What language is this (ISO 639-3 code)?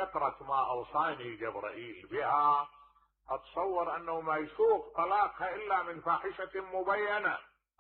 acm